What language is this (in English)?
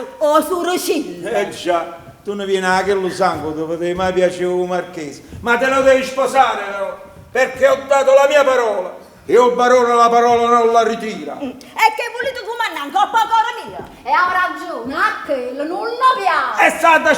Neapolitan